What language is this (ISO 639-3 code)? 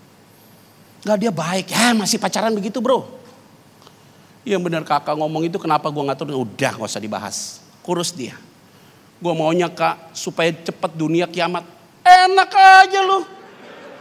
ind